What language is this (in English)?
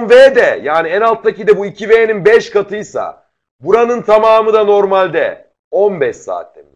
Turkish